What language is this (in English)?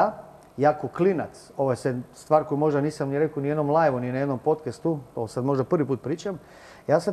Croatian